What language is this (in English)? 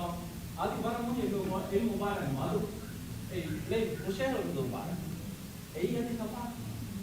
Divehi